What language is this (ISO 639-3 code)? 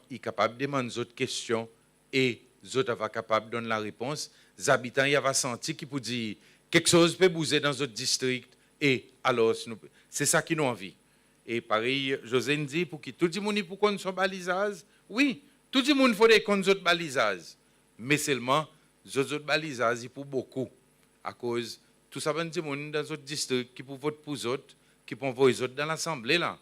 crs